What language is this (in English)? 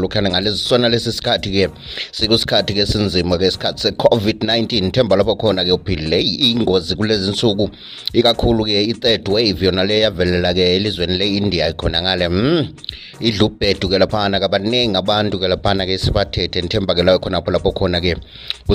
North Ndebele